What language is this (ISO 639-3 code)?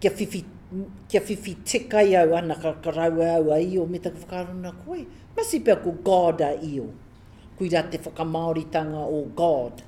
mri